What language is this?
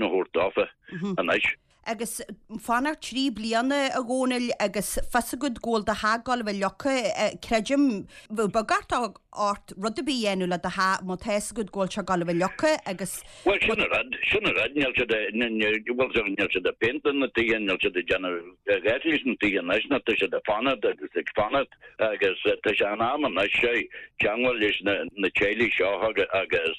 Irish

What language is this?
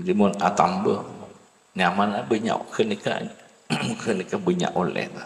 Madurese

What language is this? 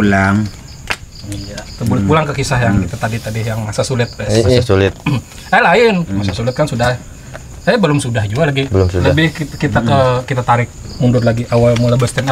Banjar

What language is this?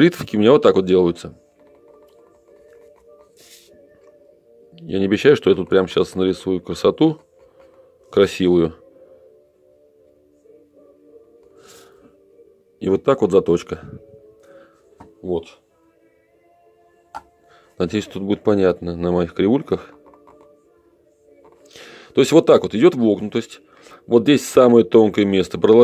Russian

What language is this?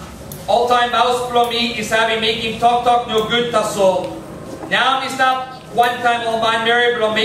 Tok Pisin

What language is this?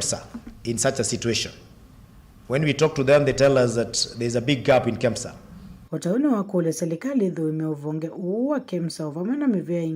Kamba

